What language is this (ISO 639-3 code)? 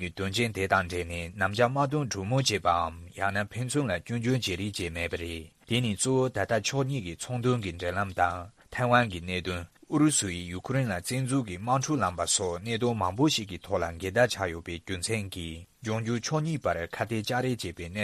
bod